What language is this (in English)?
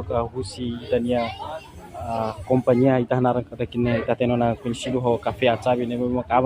Tetum